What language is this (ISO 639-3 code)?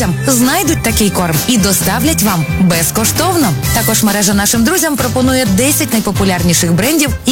ukr